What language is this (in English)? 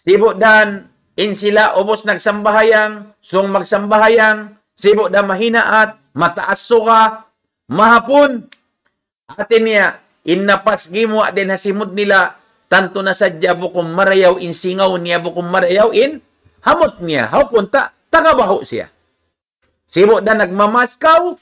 Tausug